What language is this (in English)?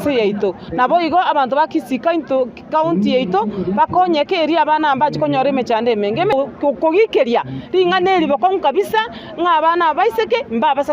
Gusii